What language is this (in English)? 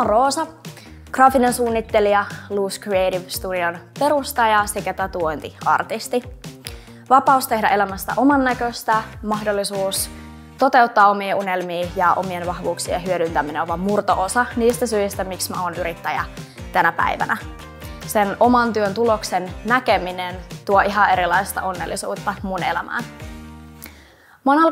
Finnish